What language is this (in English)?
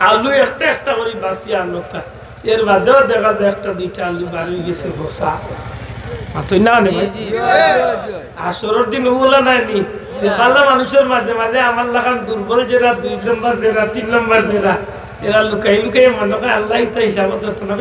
Sylheti